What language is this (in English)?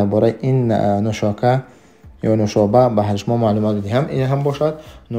Tajik